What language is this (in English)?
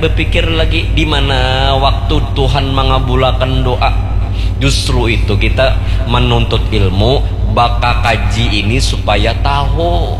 Banjar